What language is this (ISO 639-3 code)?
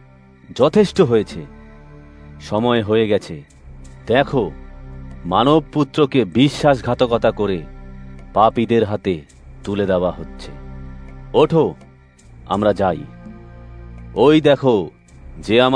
ben